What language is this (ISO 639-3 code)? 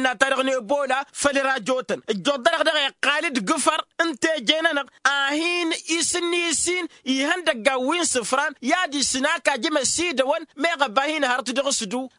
taq